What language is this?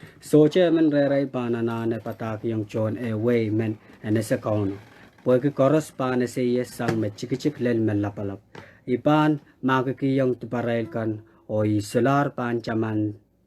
Pohnpeian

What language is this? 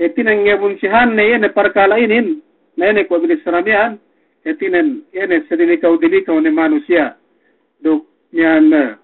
Yakan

